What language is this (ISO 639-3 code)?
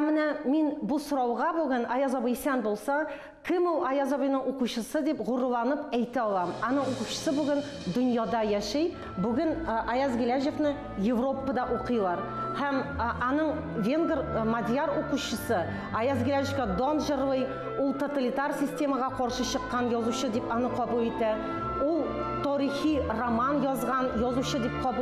tat